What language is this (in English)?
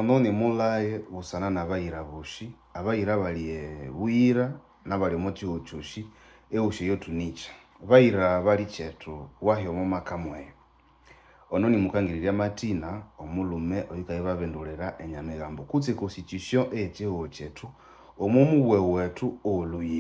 Nande